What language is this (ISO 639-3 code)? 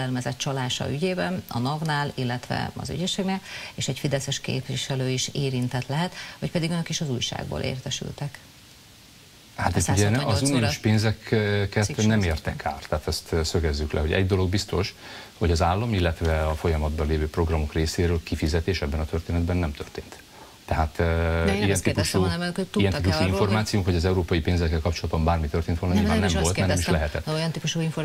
hun